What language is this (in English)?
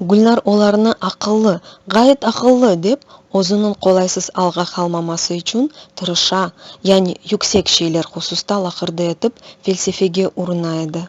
Crimean Tatar